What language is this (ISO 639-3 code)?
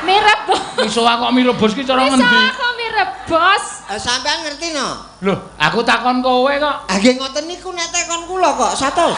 jav